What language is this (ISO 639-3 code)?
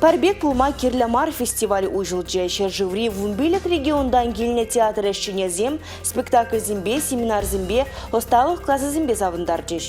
chv